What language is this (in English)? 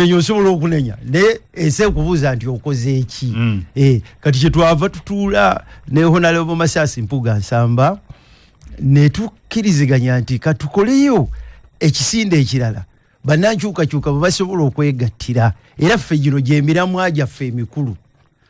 Ganda